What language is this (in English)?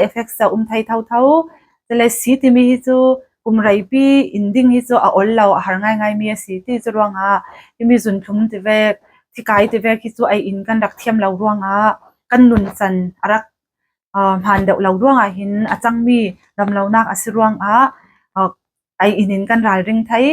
Falam Chin